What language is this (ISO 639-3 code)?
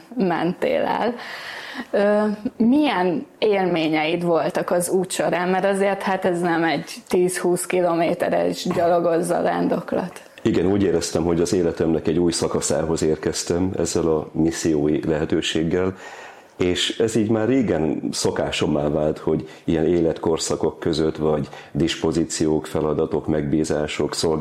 hun